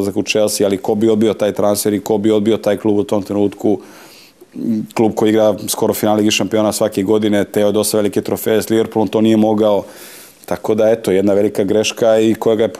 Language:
Serbian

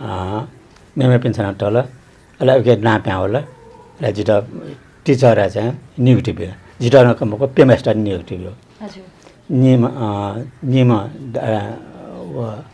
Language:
Newari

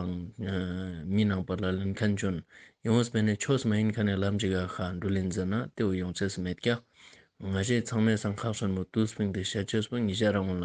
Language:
Ladakhi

